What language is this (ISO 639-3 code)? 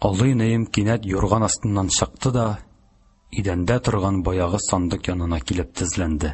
tat